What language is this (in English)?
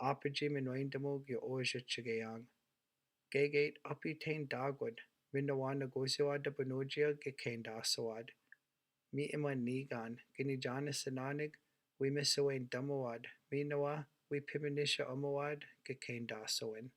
Chippewa